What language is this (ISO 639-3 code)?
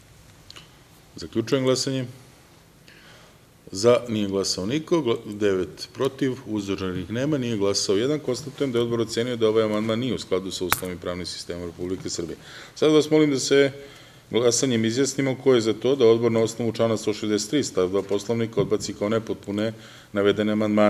srp